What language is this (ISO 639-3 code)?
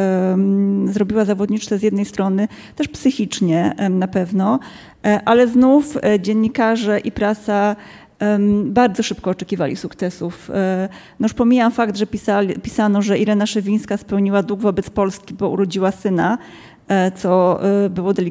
pol